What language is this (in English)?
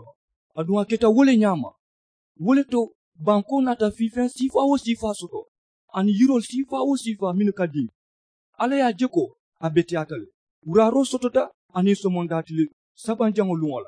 Mandingo